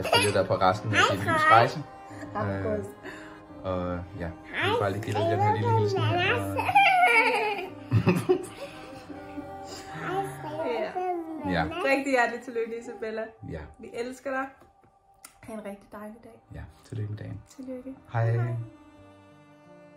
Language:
Danish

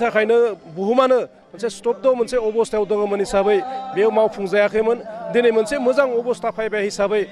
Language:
Bodo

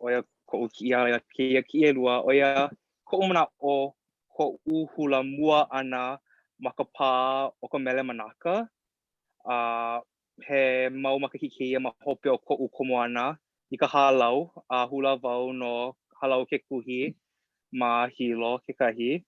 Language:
Hawaiian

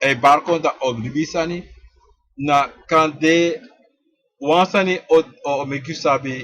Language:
Sranan Tongo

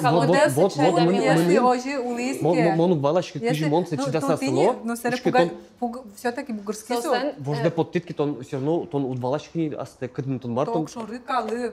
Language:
Udmurt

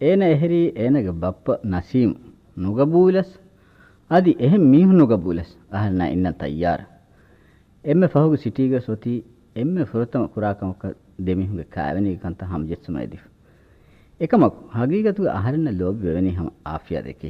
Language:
Divehi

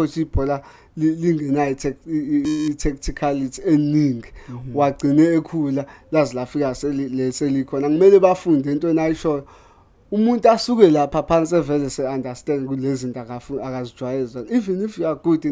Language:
Zulu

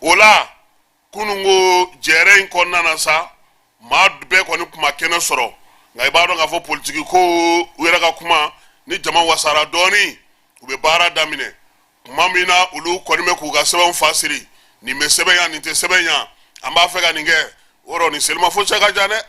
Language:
Bambara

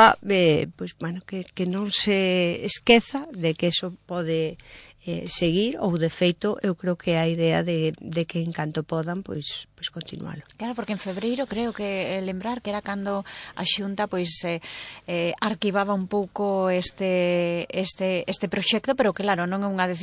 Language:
Galician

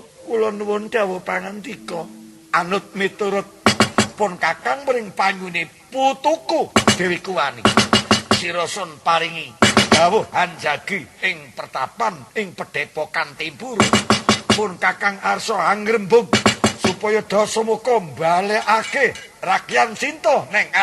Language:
Javanese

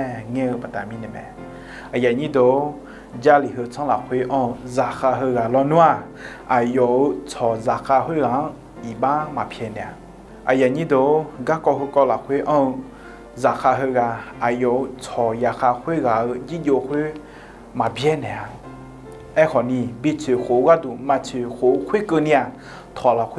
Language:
Akha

